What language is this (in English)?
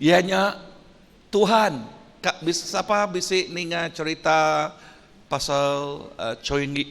Iban